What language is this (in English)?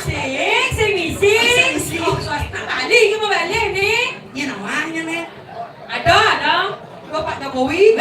Balinese